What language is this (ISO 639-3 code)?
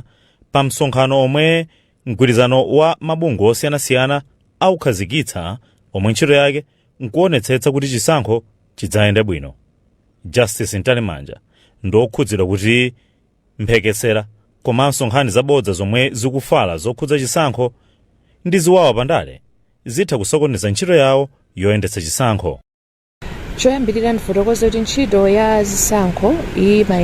nya